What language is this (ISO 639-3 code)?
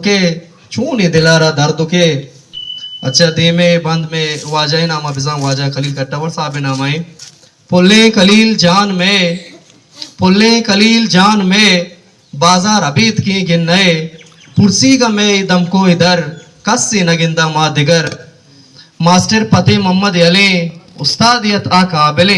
bgp